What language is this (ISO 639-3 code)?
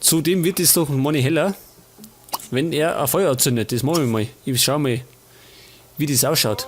bar